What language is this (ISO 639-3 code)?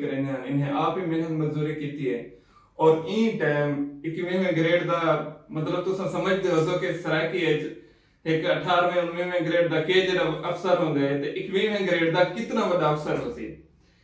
skr